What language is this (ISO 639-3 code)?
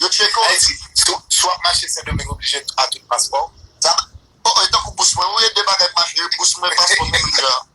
hat